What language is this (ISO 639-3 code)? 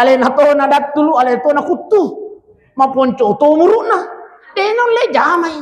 bug